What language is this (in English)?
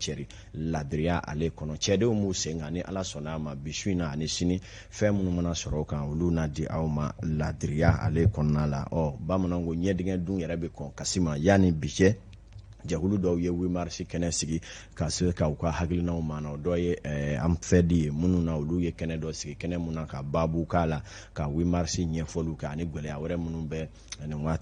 Bambara